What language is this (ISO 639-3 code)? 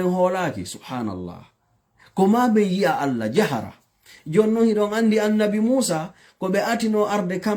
ful